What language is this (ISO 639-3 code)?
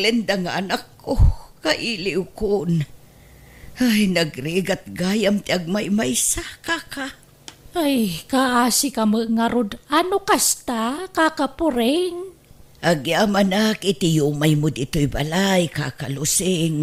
ilo